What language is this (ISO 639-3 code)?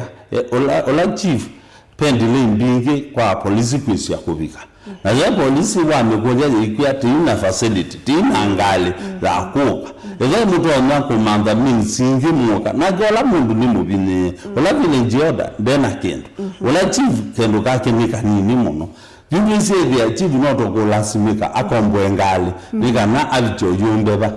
kam